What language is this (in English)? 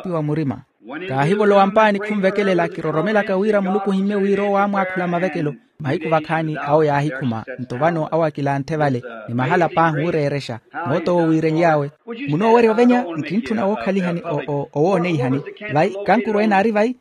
Makhuwa